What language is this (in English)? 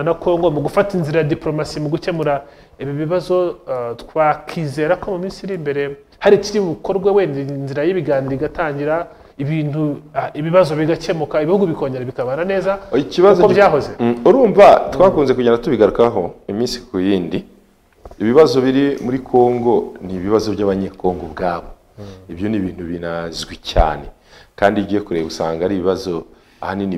Kinyarwanda